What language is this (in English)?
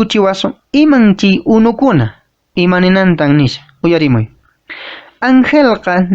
Quechua